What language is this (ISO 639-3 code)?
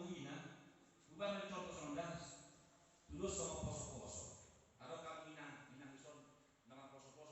bbc